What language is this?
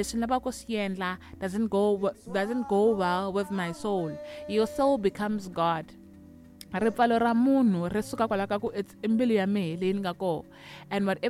Tsonga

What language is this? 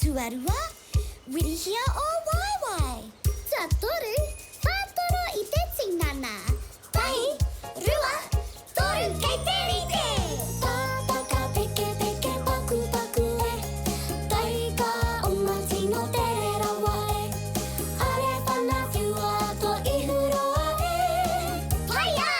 Māori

